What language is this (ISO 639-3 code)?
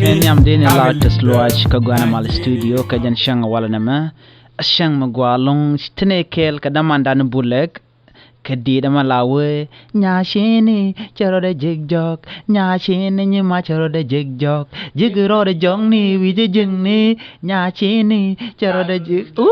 nus